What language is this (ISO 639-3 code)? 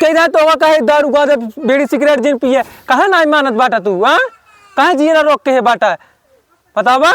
awa